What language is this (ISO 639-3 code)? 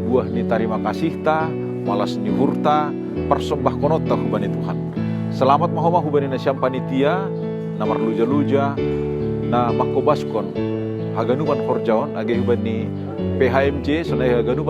bts